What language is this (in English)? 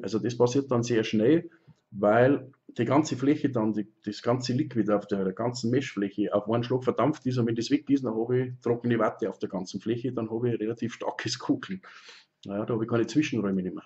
Bavarian